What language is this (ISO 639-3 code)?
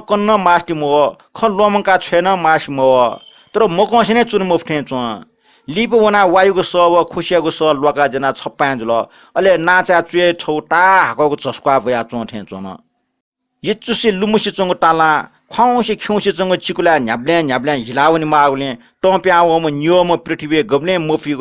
new